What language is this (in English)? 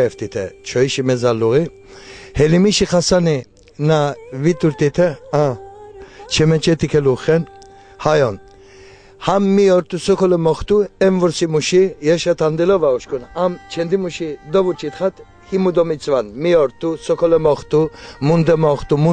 Laz